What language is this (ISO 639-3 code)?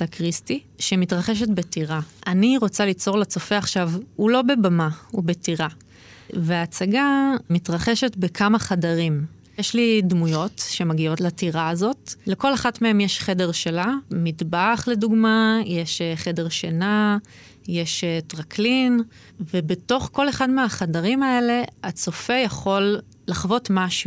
heb